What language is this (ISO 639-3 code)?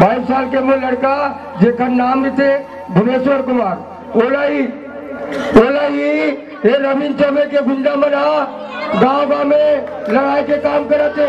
hne